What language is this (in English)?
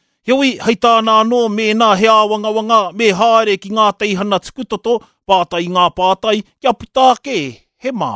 Māori